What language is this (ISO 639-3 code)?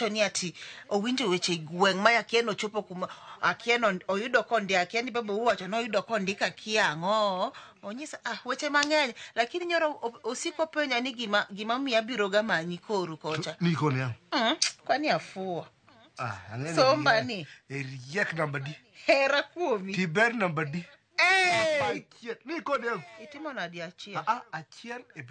luo